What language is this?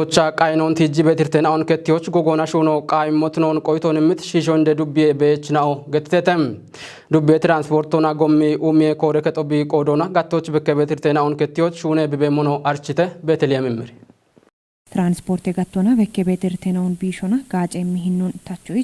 Kafa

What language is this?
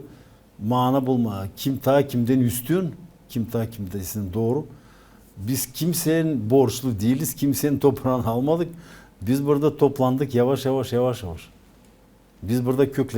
Gagauz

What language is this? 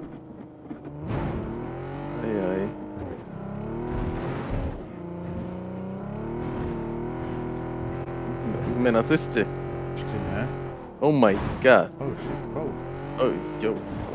Slovak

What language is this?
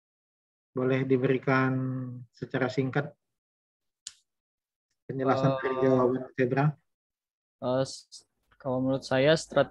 Indonesian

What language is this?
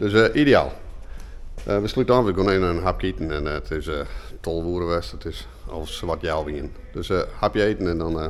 Western Frisian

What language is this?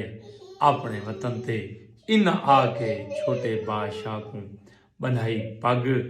Saraiki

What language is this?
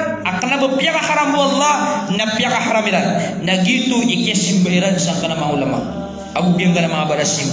Maranao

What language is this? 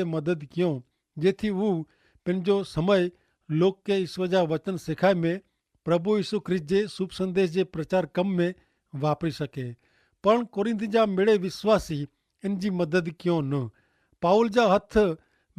Kachhi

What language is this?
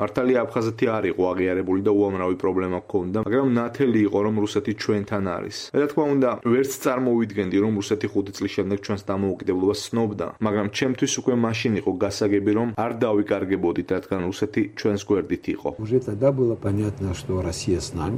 Georgian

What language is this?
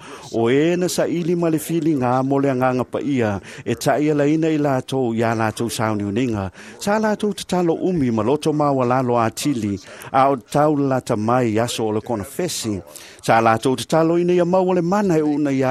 Samoan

